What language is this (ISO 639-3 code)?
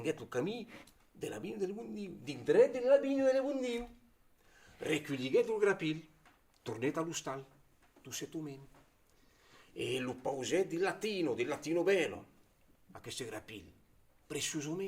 oci